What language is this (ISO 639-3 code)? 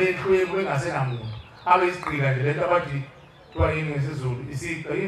zul